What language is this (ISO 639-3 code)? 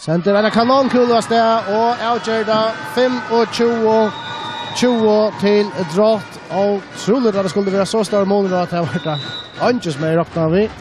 fao